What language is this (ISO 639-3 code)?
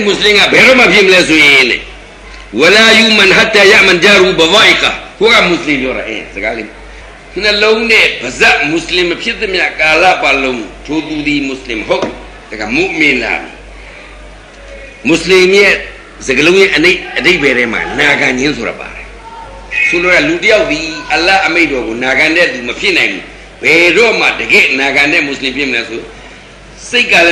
mya